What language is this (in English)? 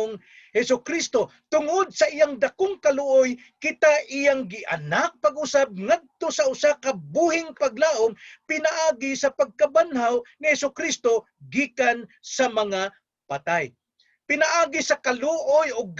Cebuano